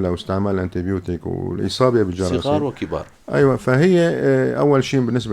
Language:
North Levantine Arabic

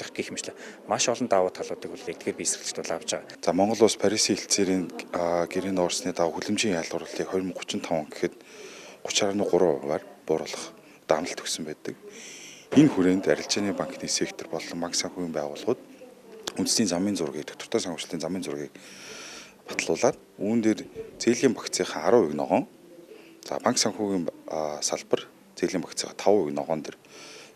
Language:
Mongolian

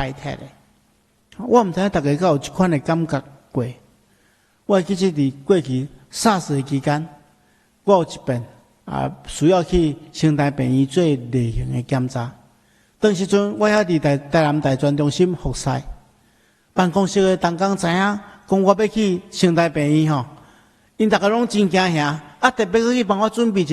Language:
Min Nan Chinese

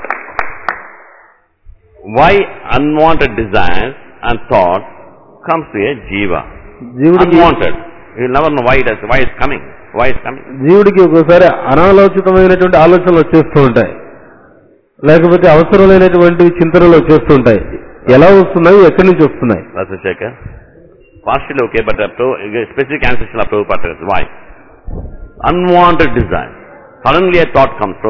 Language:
Telugu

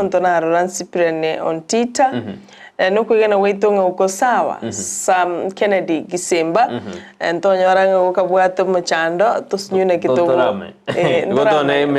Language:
Gusii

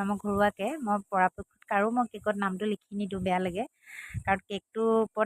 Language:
Assamese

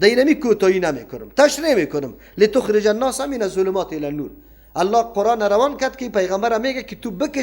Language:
Persian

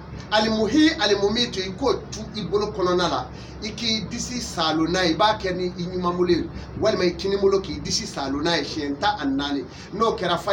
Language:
Bambara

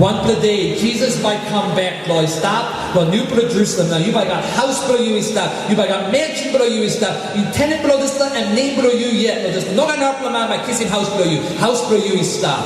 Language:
Tok Pisin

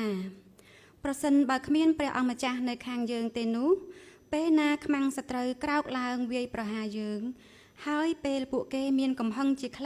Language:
Khmer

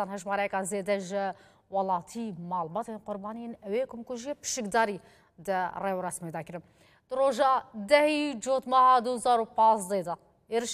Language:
Kurdish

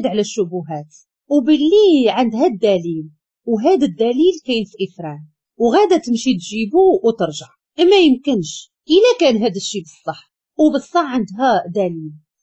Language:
Moroccan Arabic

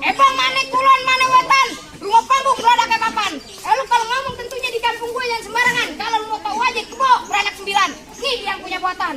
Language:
Betawi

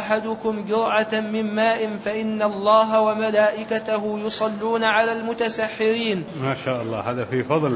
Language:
Arabic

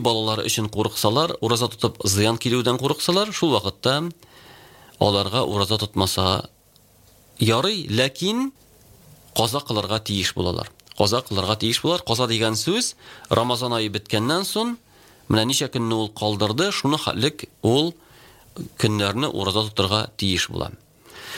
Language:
Tatar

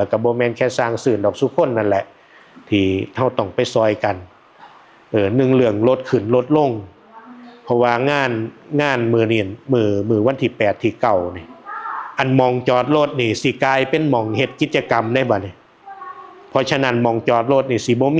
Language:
Northeastern Thai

